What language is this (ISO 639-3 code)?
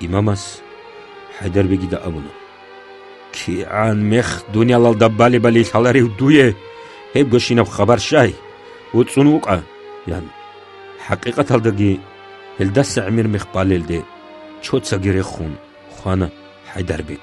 ava